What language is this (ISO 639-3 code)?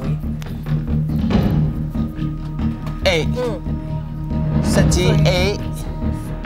mya